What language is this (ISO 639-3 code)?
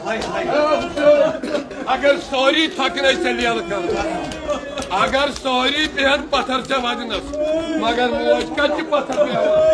kas